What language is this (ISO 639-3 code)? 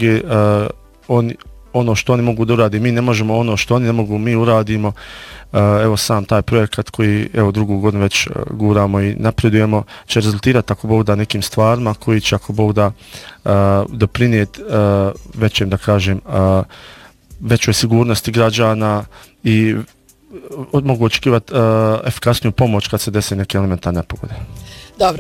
bos